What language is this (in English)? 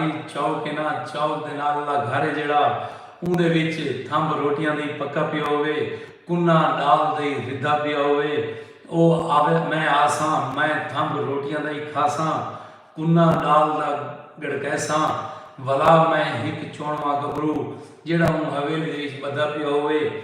Saraiki